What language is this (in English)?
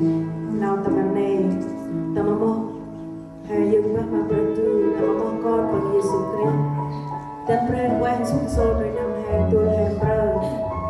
Central Mnong